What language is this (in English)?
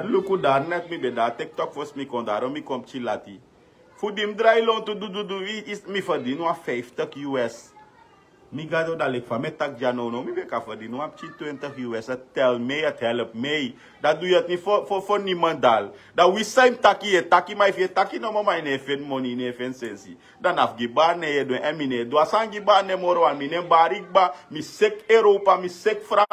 Sranan Tongo